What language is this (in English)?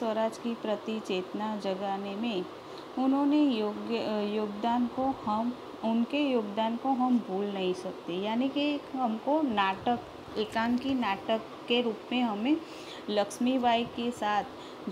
Hindi